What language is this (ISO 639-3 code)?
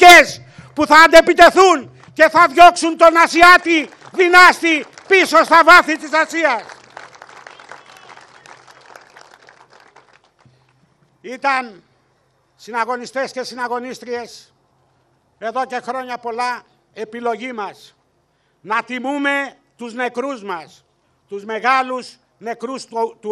ell